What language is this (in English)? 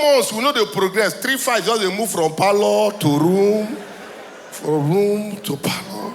Nigerian Pidgin